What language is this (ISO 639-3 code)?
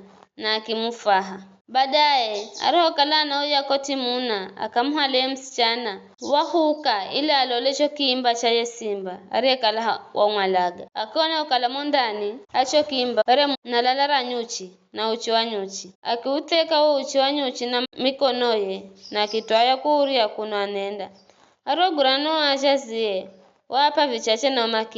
nyf